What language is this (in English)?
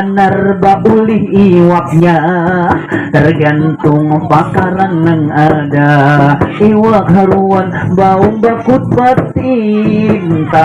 Banjar